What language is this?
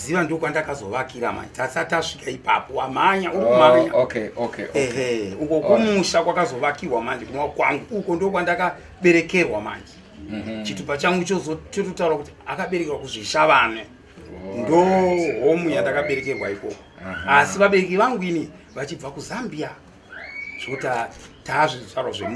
Shona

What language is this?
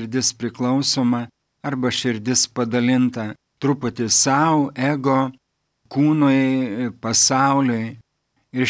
Lithuanian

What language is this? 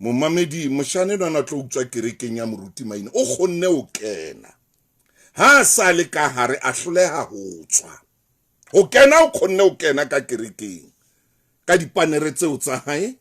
Southern Sotho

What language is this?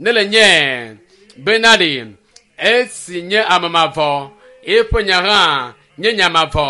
Ewe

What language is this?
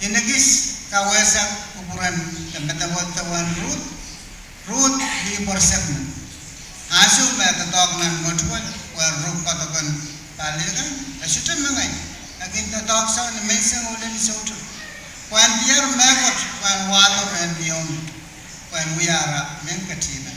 Pohnpeian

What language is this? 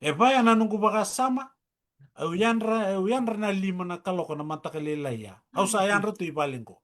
Fijian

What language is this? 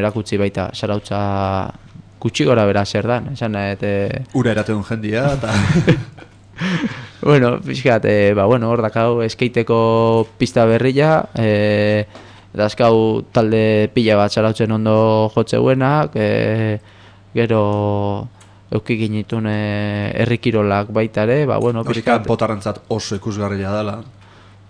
Basque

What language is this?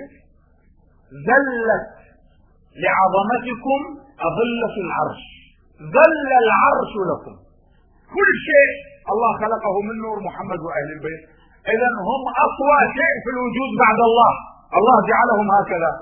Arabic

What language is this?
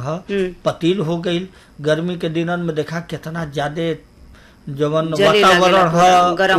Bhojpuri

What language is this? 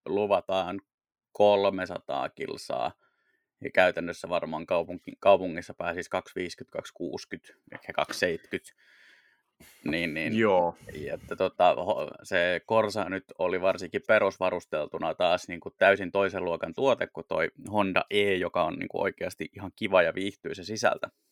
Finnish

